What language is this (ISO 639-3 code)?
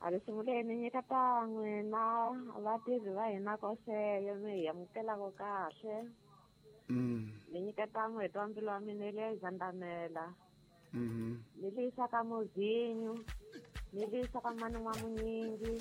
tso